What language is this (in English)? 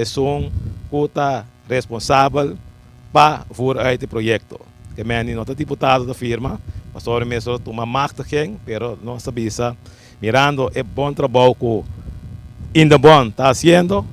Papiamento